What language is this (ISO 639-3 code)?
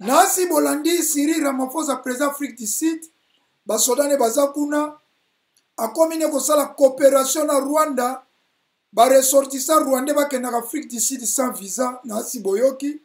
lin